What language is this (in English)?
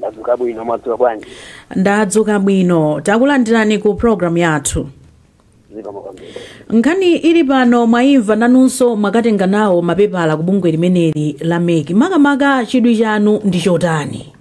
Nyanja